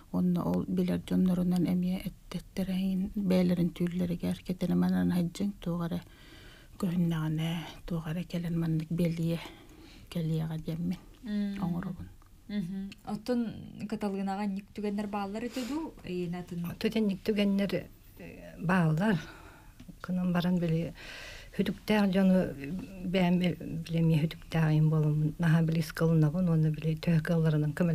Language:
Yakut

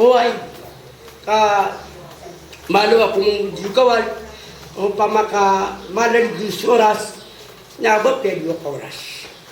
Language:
Maranao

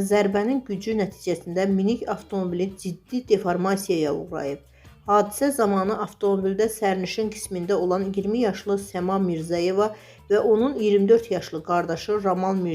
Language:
Azerbaijani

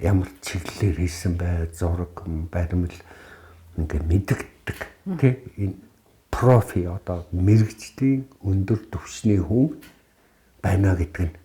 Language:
Mongolian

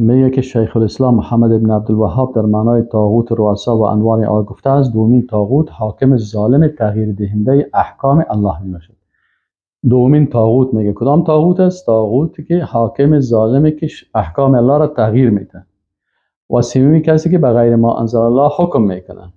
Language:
Persian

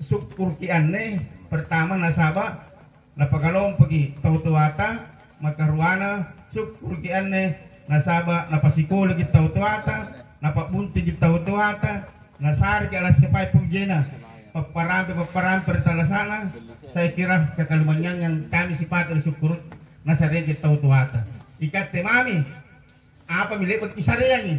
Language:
Makasar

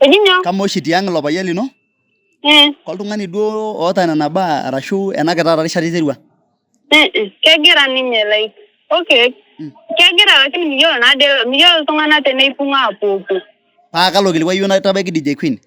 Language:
Masai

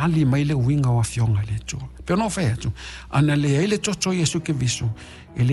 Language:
Samoan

